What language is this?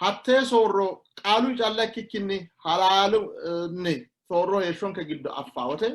Sidamo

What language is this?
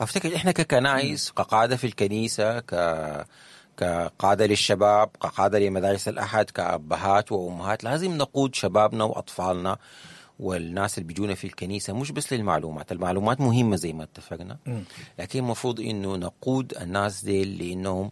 Sudanese Arabic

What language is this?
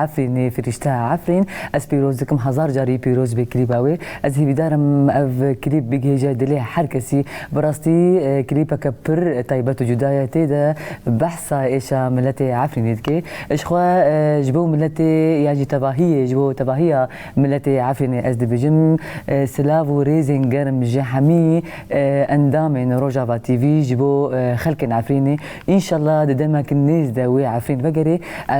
Kurdish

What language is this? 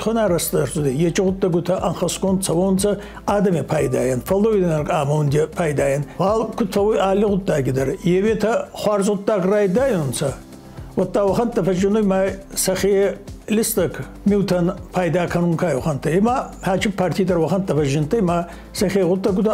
Ossetic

